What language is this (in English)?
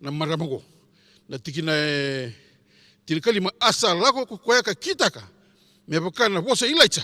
Fijian